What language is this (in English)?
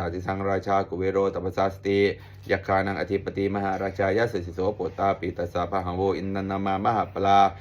Pali